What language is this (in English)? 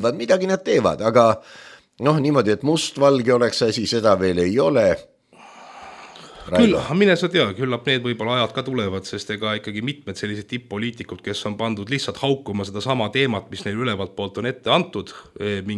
Estonian